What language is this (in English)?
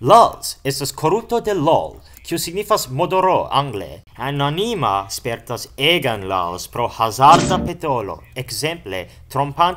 Esperanto